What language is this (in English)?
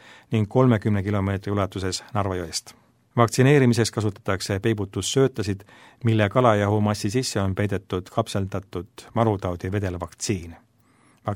Estonian